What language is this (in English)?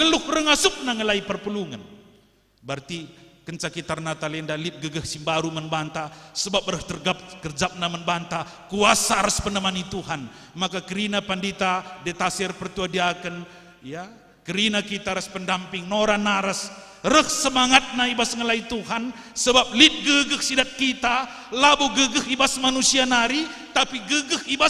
Batak Karo